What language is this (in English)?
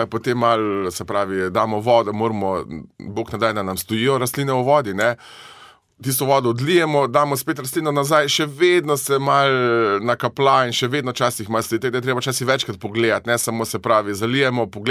Slovenian